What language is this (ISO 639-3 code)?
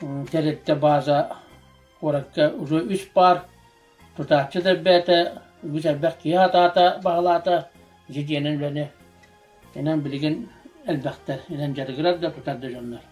sah